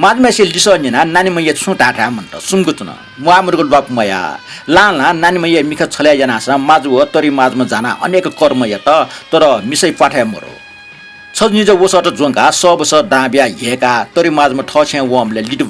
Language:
Newari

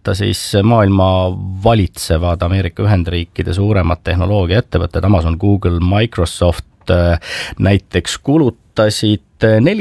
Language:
Estonian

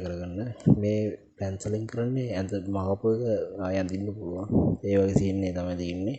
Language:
Sinhala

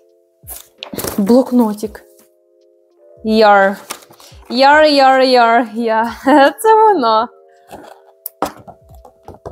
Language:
Ukrainian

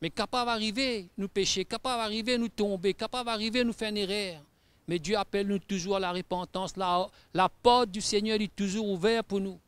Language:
Morisyen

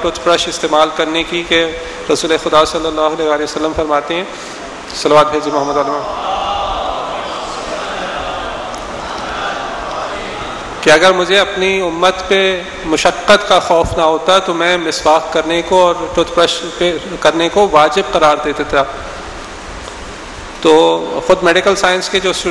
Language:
Urdu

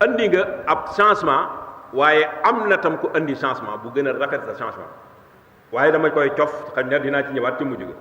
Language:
Wolof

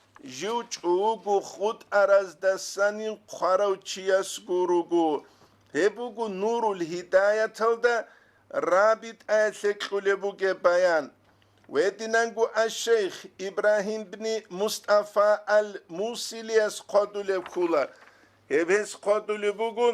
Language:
Avaric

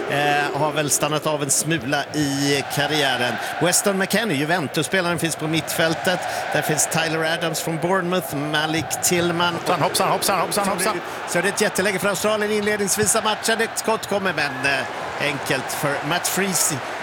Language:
Swedish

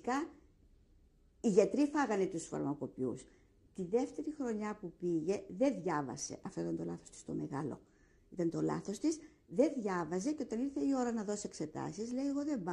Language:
Greek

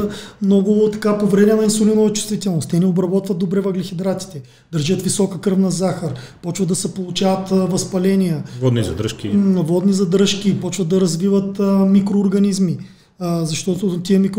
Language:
Bulgarian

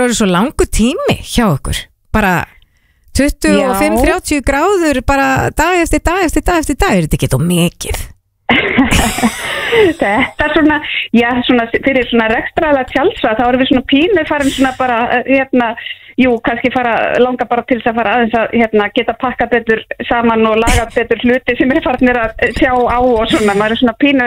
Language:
Icelandic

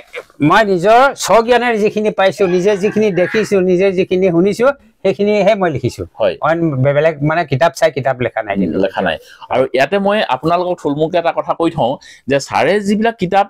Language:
Assamese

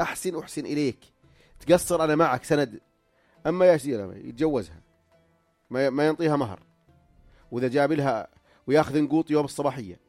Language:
North Levantine Arabic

